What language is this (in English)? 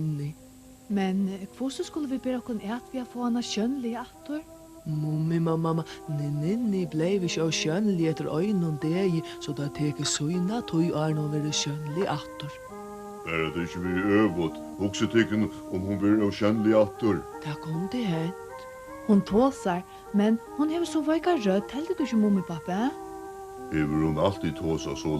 Faroese